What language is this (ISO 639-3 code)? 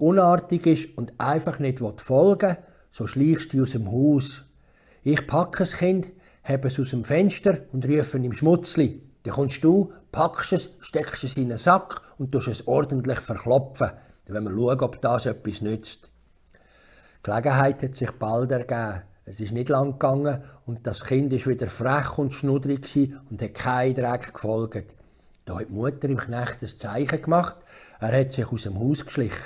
gsw